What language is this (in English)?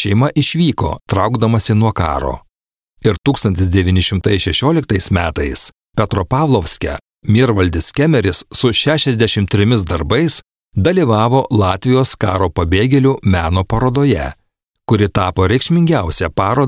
Lithuanian